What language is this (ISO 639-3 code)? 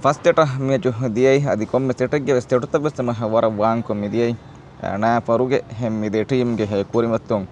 div